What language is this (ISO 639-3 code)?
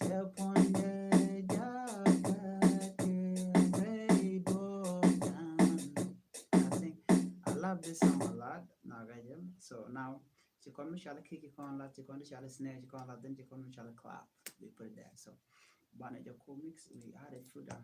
nus